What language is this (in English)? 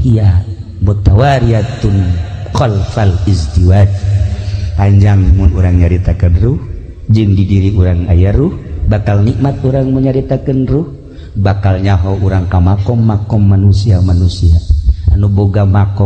Sundanese